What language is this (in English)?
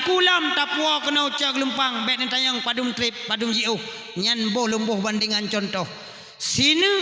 Achinese